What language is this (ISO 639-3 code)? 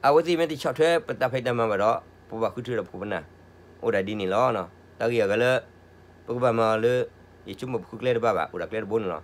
ksw